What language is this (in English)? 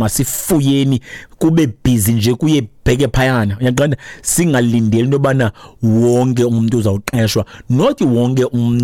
Xhosa